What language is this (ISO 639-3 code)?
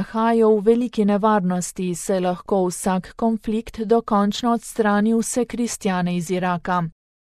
slv